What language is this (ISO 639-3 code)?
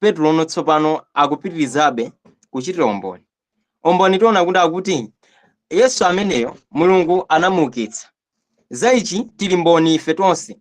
nya